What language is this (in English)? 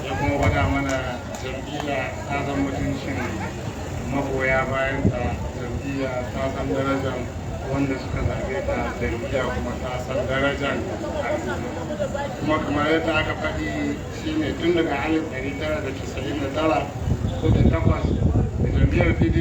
Hausa